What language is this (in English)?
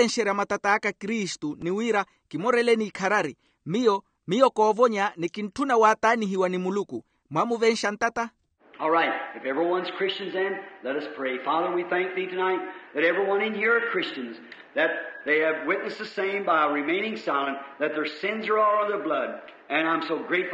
Makhuwa